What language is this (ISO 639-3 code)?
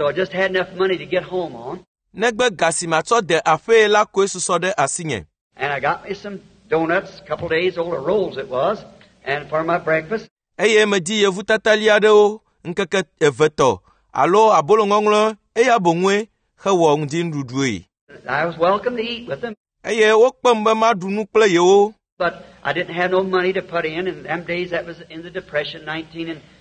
ewe